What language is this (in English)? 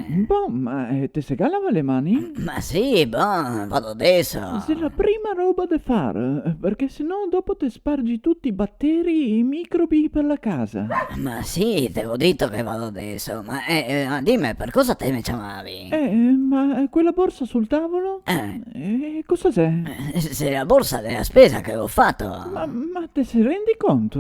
Venetian